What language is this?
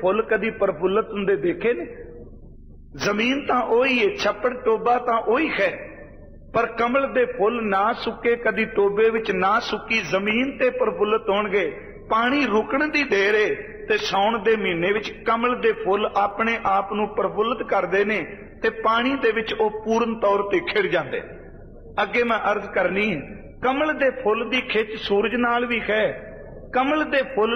Punjabi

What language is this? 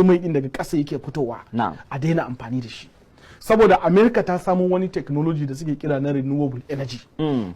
Hausa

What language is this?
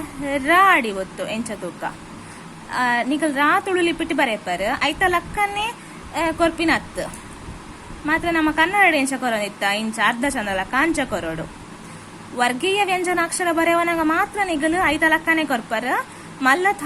Tulu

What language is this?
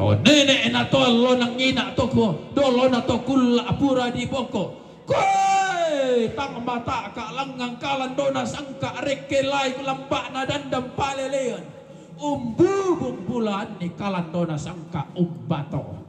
Toraja-Sa'dan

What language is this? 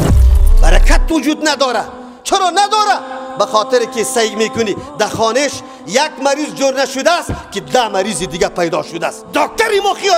Persian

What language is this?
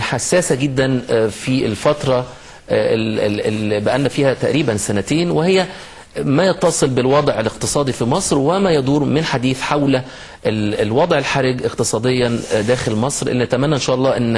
Egyptian Arabic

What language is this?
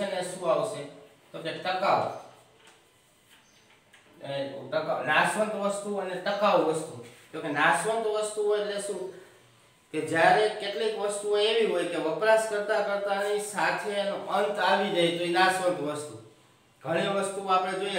Gujarati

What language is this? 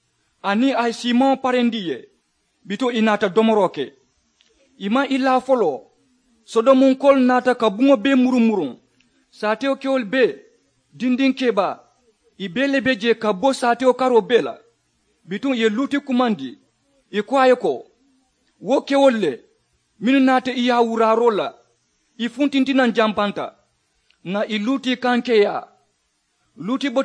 Mandingo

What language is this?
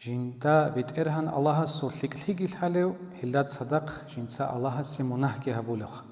Avaric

